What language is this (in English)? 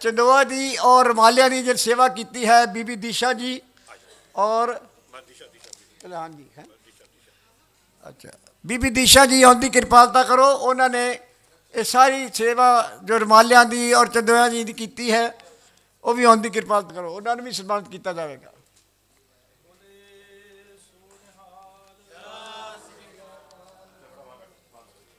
Punjabi